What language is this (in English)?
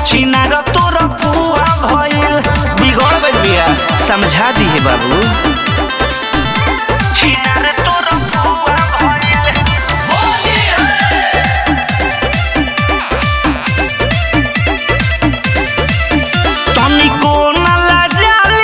Bhojpuri